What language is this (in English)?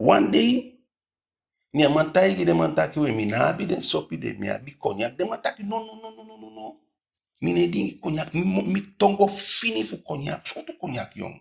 Eastern Maroon Creole